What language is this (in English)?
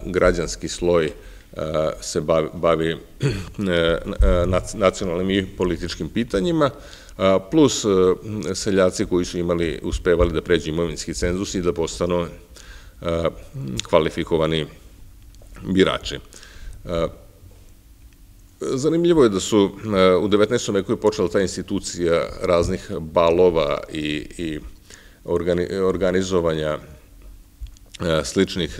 Serbian